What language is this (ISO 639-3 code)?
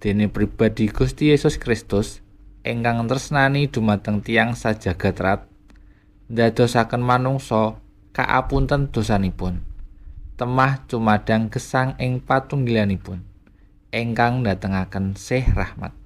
jav